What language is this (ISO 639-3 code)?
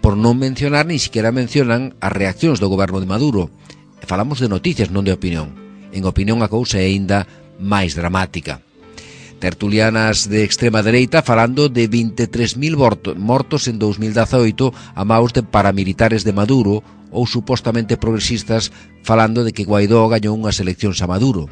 glg